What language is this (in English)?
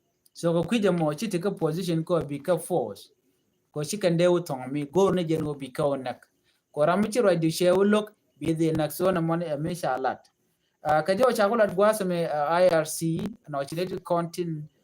Nuer